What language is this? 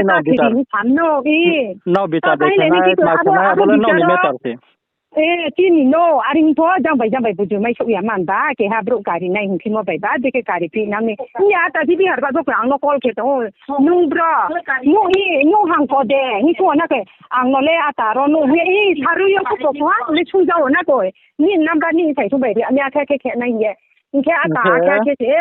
Riang (India)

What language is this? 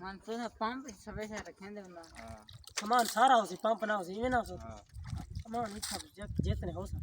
Saraiki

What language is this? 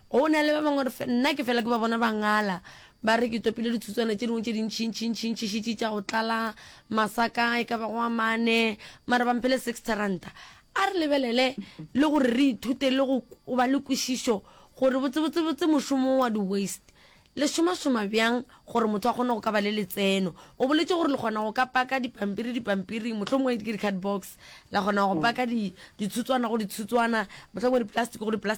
Northern Sotho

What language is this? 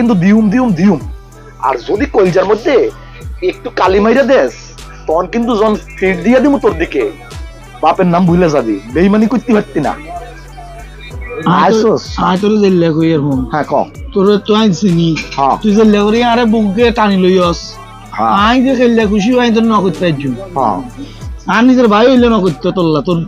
Sylheti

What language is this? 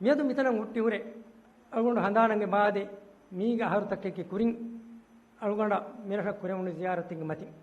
Divehi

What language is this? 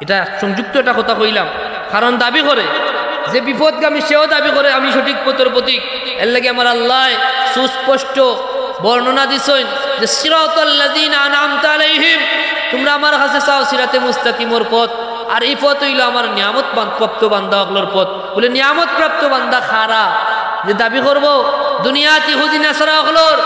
Sylheti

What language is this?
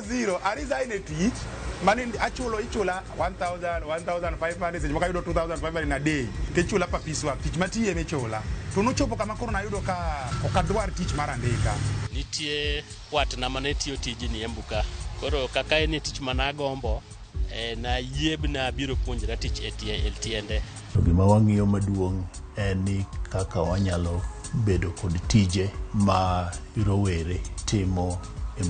Luo (Kenya and Tanzania)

